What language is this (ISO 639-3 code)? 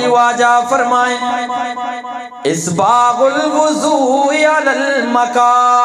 bgp